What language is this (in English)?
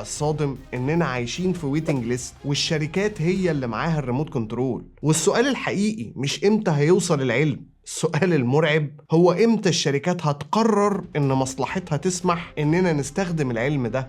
Egyptian Arabic